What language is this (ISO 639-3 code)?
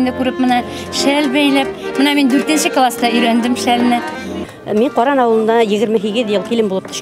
bak